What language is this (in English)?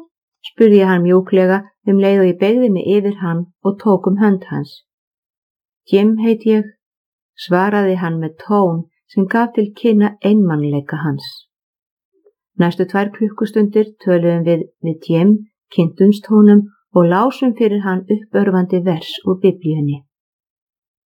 Icelandic